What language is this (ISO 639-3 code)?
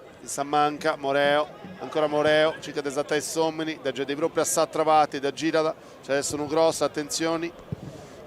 srd